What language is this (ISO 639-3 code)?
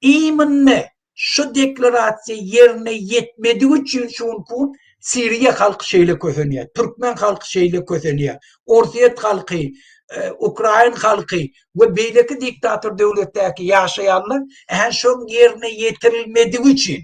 tuk